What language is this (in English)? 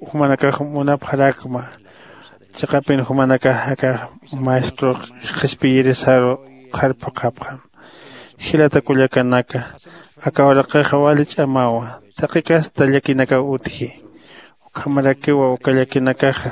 Aymara